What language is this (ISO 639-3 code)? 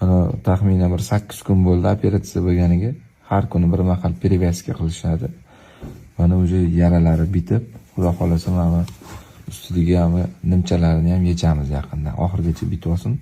uzb